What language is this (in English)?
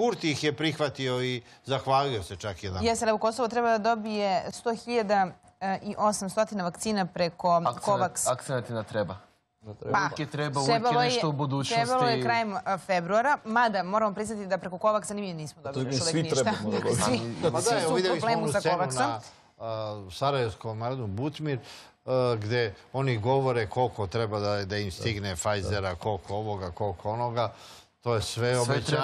Serbian